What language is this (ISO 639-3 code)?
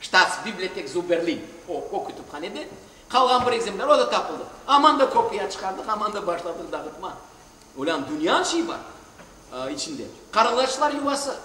crh